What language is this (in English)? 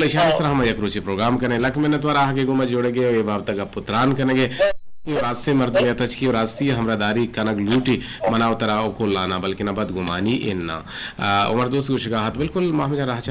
Eastern Balochi